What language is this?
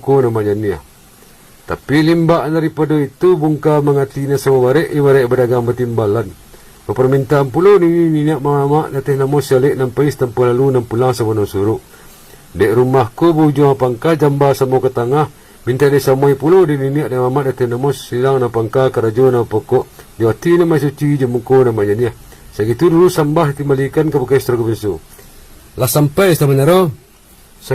Minangkabau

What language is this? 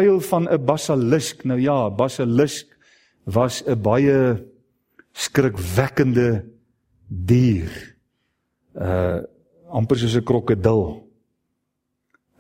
Afrikaans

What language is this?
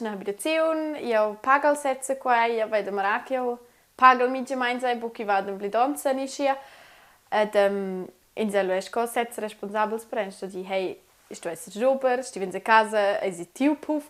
Romansh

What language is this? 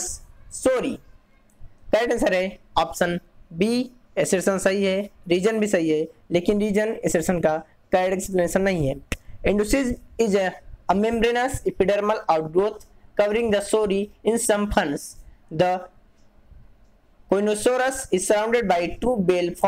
Hindi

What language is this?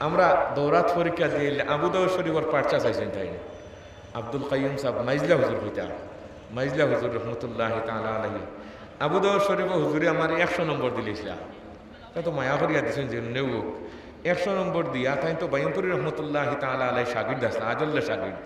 Sylheti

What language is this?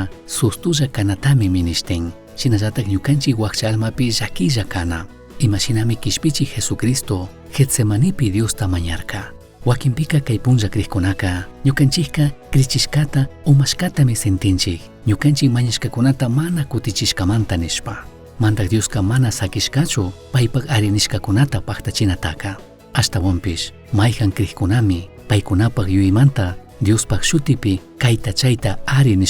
Chimborazo Highland Quichua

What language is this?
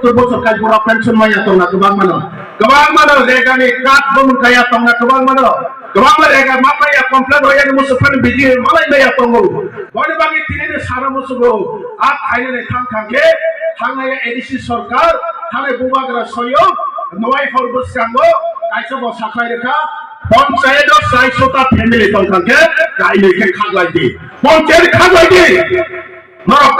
Kok Borok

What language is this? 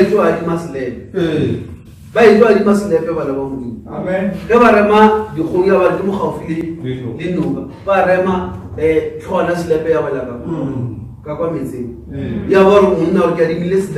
Northern Sotho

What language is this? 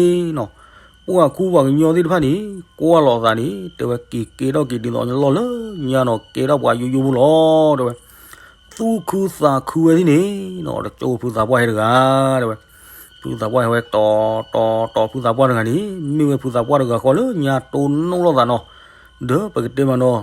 S'gaw Karen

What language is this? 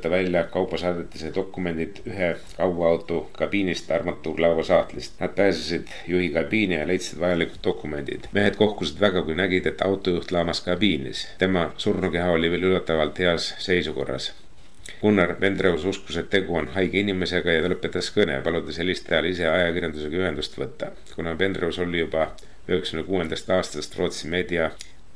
Estonian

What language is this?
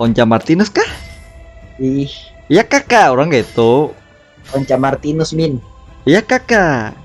Banjar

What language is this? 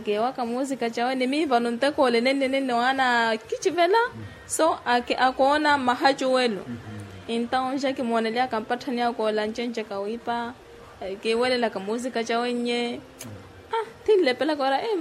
Makhuwa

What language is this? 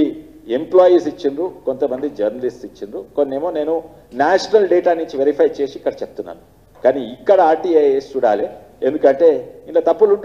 Telugu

